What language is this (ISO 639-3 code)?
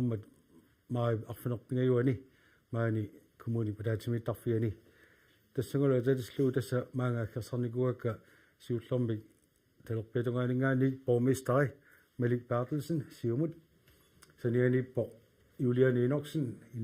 kal